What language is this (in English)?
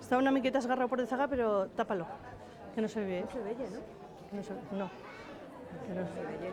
Aragonese